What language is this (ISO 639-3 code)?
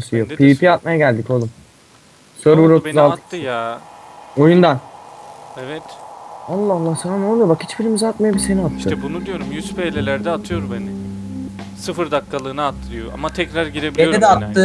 tur